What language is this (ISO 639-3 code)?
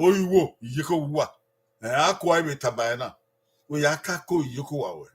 bin